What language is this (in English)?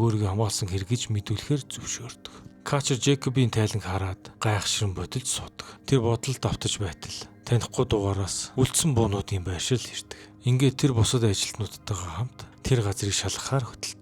Mongolian